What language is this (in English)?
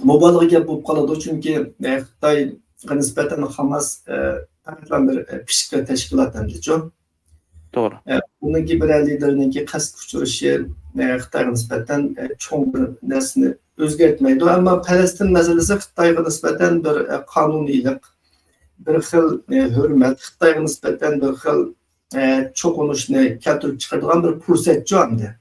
Uyghur